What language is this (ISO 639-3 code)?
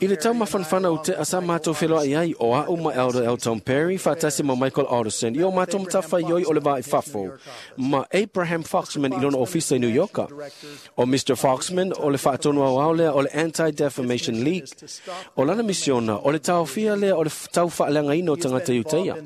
smo